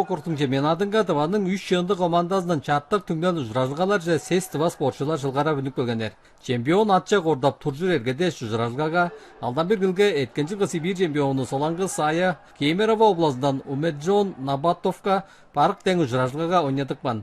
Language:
Tuvinian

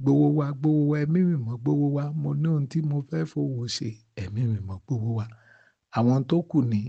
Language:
Yoruba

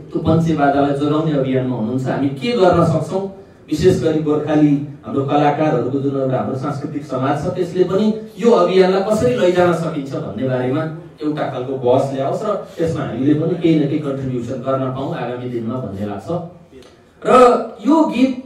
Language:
Nepali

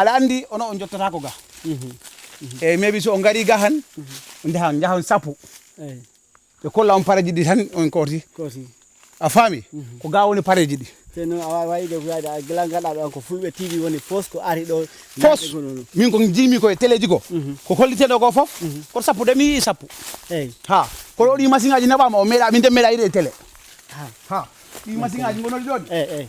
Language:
Fula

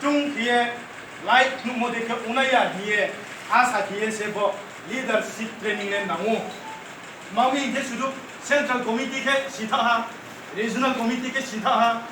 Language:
Riang (India)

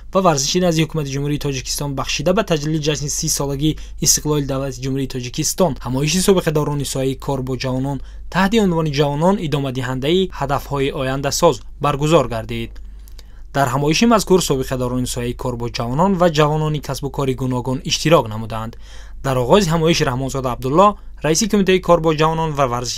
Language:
Tajik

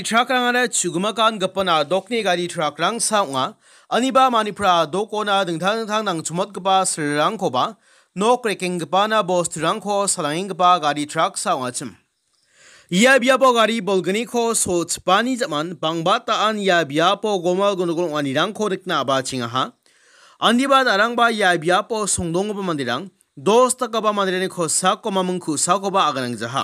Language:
Garo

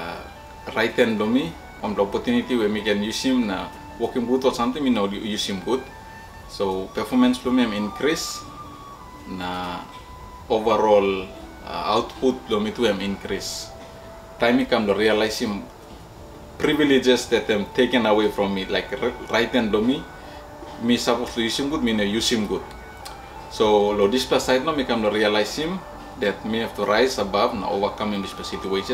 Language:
Tok Pisin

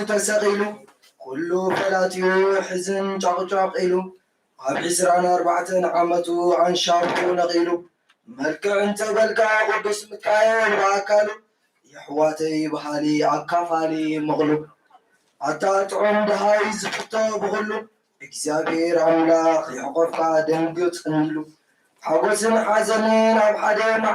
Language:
Tigrinya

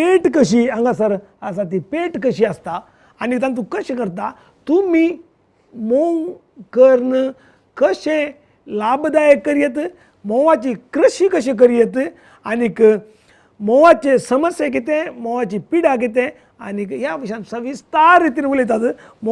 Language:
Konkani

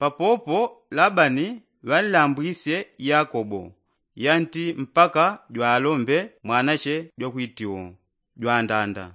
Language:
Yao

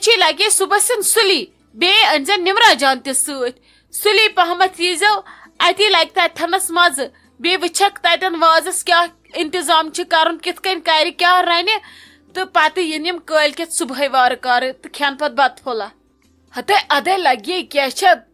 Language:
Kashmiri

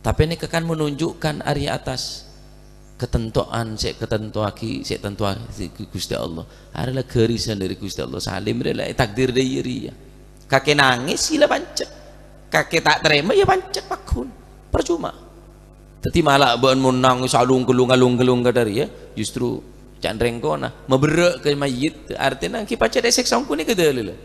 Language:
Madurese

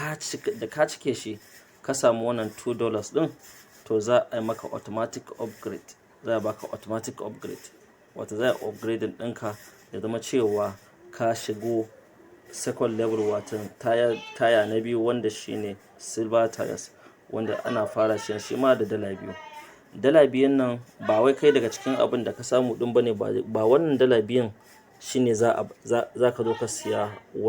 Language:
Hausa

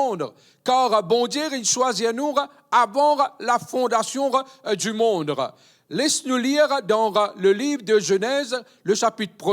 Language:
Morisyen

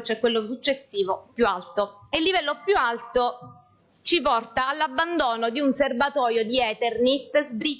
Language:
Italian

